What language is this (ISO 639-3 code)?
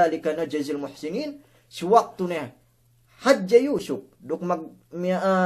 yka